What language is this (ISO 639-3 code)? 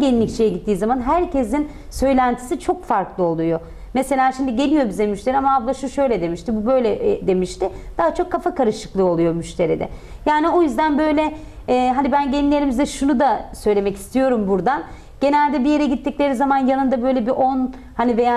tur